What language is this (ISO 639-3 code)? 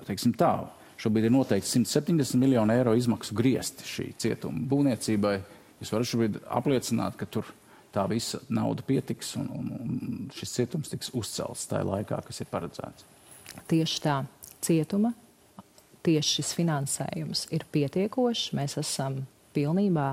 lav